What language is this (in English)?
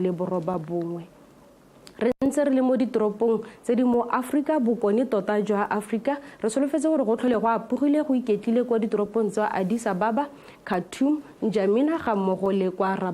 Tswana